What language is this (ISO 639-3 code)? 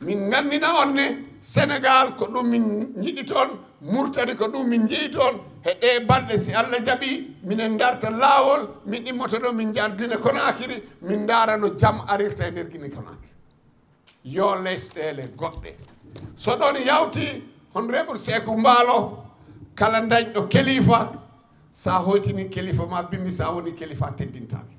ful